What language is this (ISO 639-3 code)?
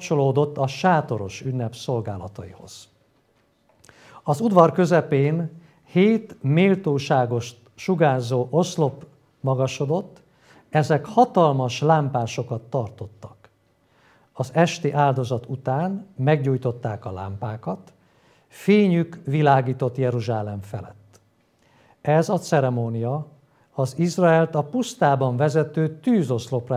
hun